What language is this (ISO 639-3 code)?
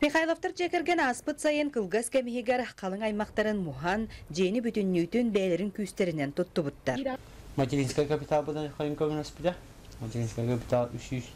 sah